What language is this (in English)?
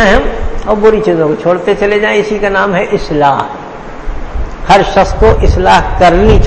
Urdu